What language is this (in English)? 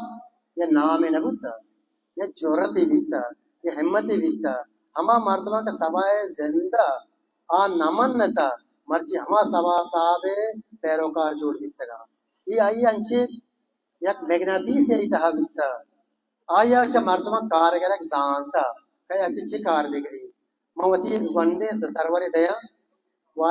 Baluchi